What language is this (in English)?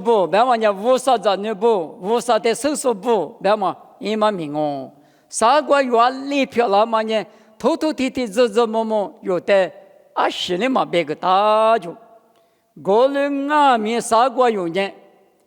Lisu